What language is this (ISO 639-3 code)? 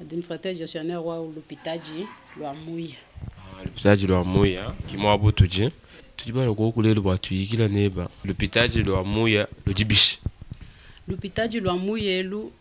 lua